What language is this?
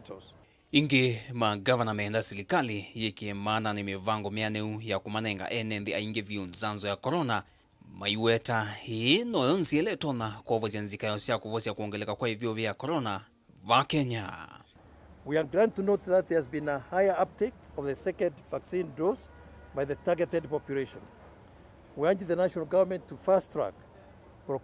Kamba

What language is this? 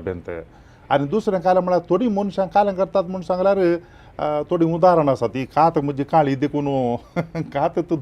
Konkani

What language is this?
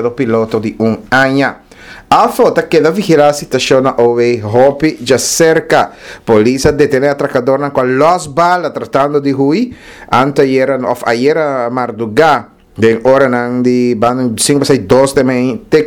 Papiamento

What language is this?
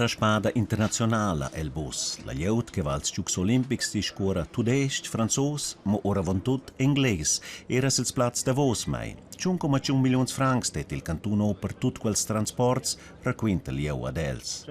Romansh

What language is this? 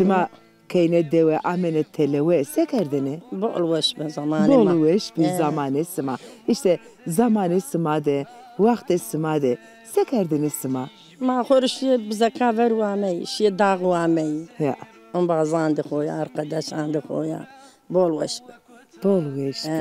Zaza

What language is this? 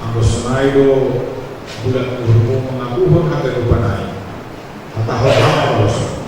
Batak Simalungun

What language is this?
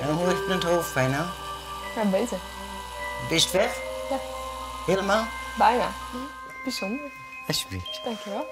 Western Frisian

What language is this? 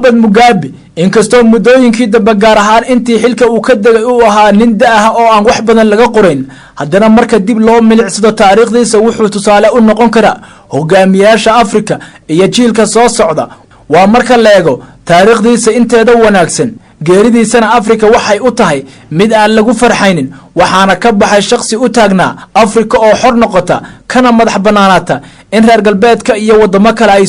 Somali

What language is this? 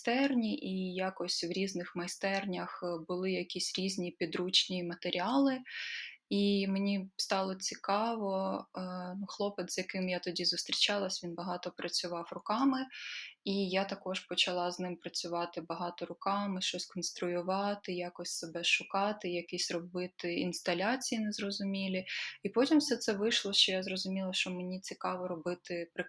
Ukrainian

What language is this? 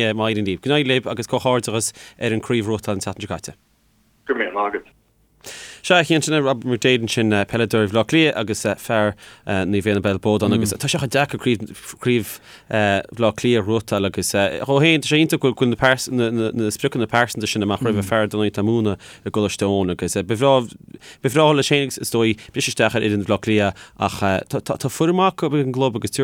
Irish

